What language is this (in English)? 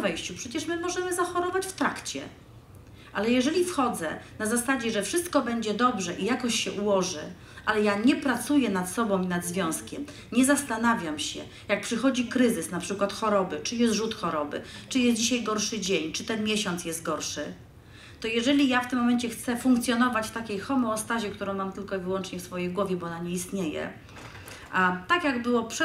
Polish